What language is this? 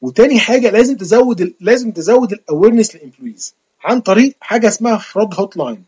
Egyptian Arabic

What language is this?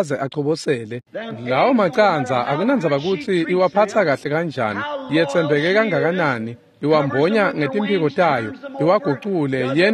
Swati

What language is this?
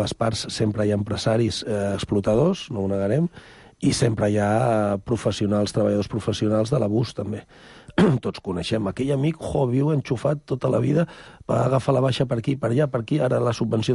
Catalan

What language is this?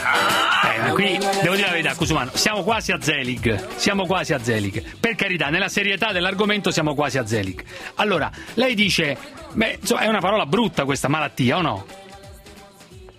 Italian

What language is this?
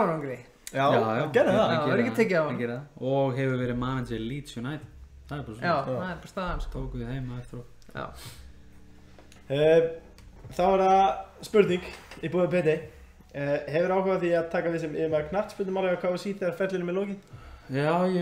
Icelandic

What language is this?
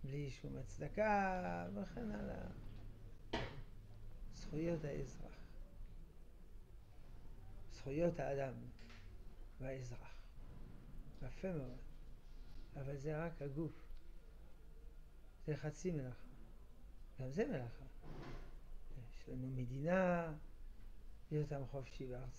Hebrew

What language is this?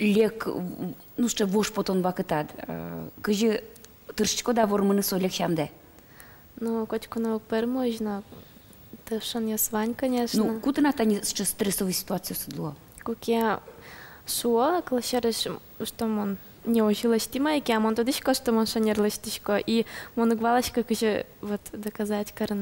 Udmurt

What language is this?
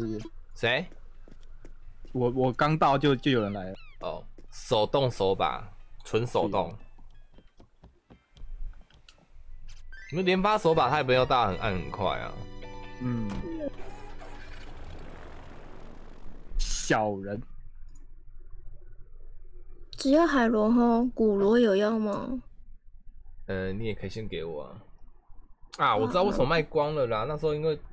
Chinese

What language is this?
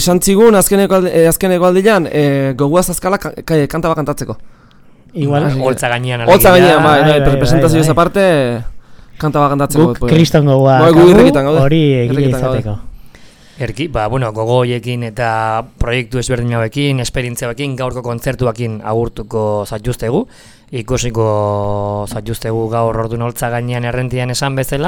Basque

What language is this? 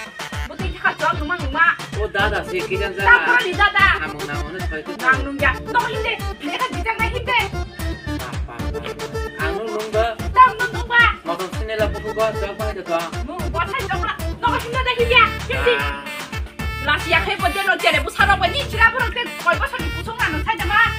Kok Borok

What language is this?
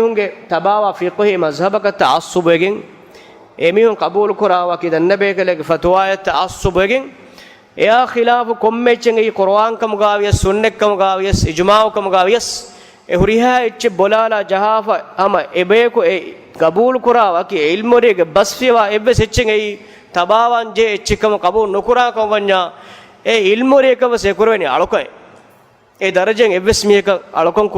Divehi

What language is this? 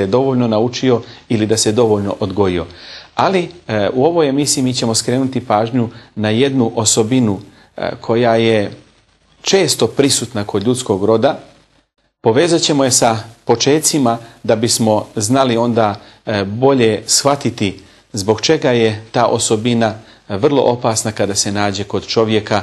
Bosnian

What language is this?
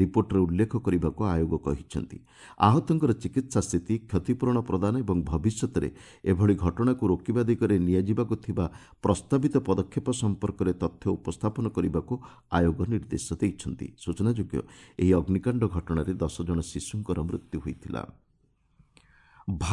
Odia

